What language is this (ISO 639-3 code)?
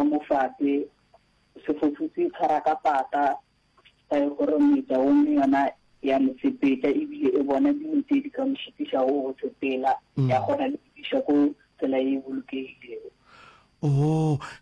nso